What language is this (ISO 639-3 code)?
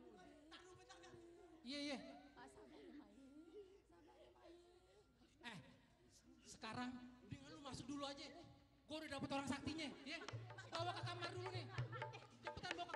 bew